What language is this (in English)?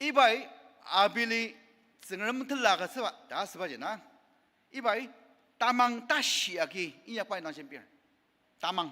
Ao Naga